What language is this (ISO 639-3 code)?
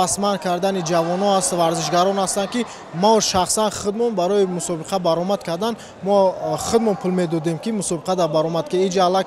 tgk